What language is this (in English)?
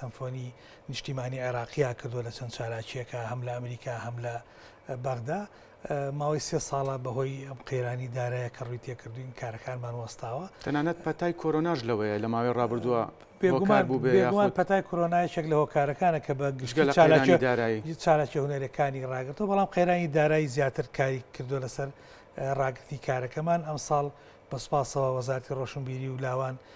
Central Kurdish